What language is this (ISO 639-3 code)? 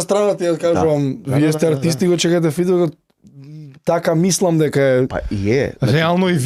mkd